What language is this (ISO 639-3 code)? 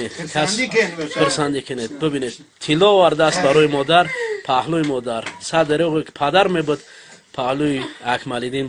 tgk